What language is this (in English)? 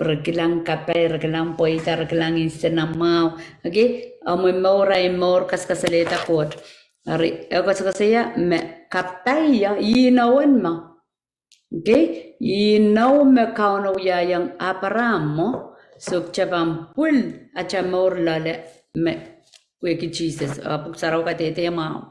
Pohnpeian